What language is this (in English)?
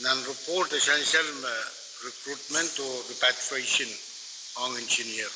Pohnpeian